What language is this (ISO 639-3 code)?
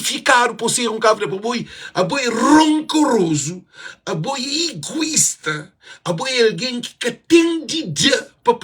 kea